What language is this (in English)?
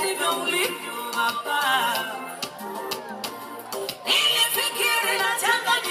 Swahili